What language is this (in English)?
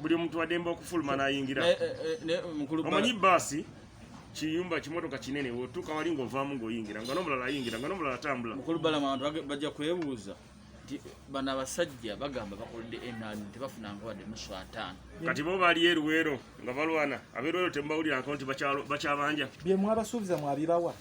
Ganda